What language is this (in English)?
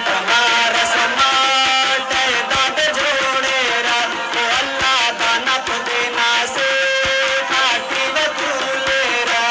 Brahui